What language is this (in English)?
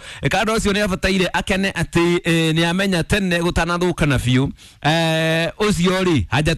Kikuyu